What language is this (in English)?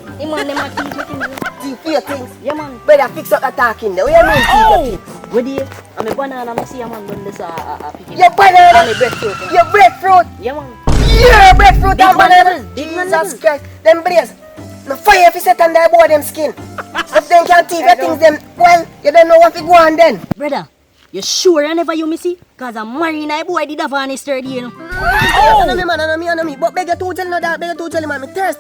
Jamaican Creole English